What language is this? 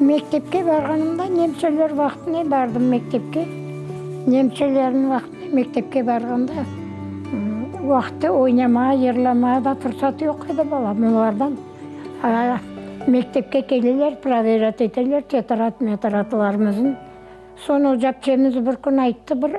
Crimean Tatar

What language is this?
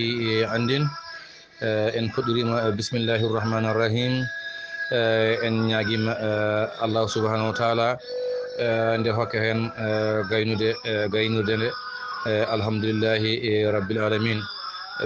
Fula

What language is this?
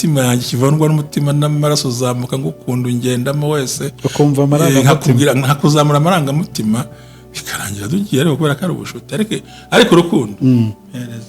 Kinyarwanda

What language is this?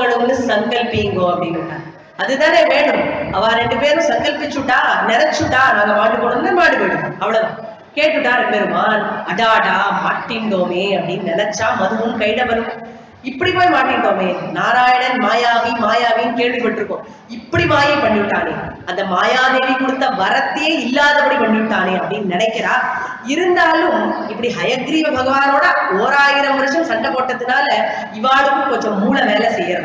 Tamil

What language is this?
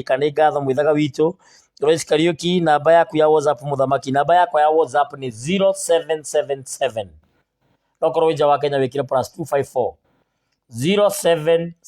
Kikuyu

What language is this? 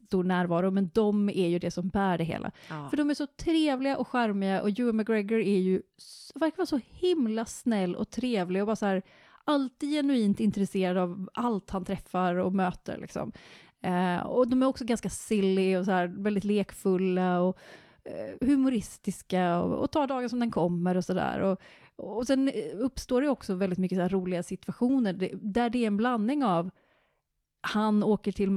Swedish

